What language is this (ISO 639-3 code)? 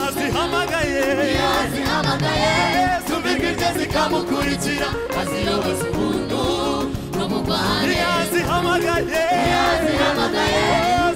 kin